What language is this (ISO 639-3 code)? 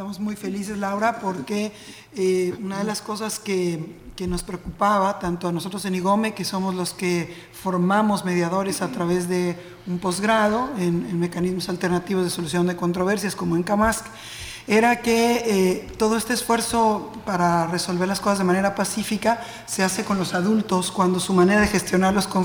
spa